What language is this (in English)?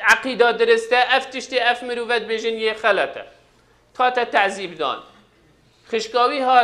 Kurdish